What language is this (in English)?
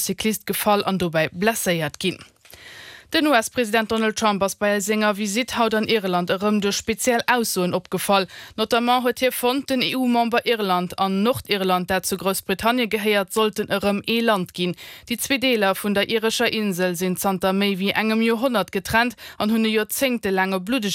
Luxembourgish